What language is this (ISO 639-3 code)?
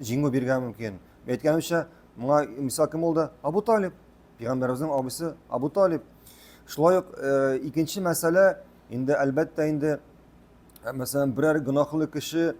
tat